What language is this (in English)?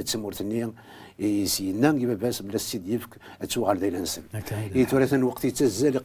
Kabyle